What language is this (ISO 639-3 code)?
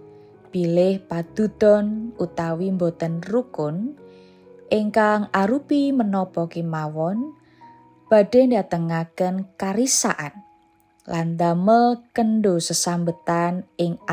jav